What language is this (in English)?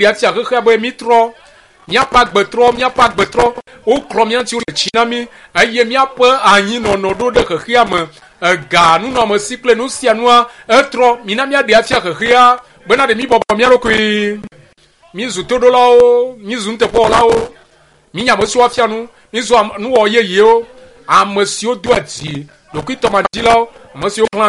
Ewe